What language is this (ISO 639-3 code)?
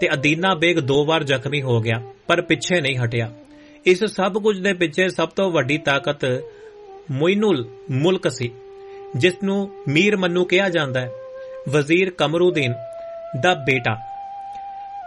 pan